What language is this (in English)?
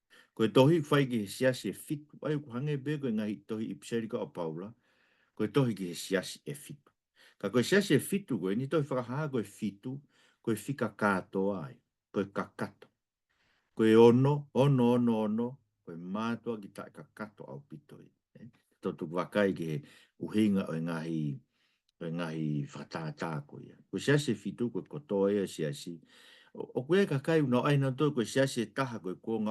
Tongan